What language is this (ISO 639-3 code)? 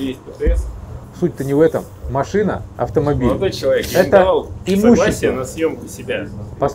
rus